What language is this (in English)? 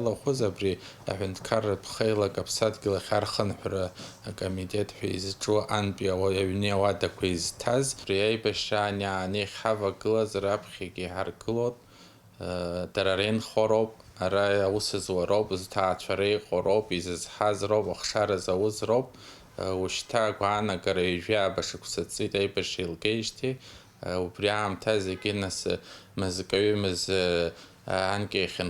Abkhazian